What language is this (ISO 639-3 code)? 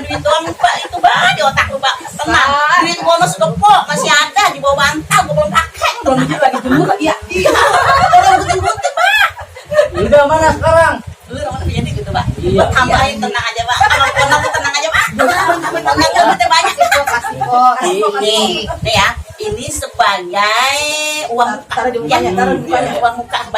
bew